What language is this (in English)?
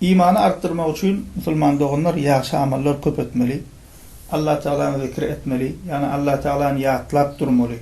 Turkmen